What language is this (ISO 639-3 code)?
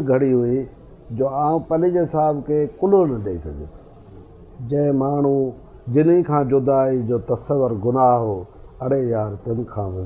snd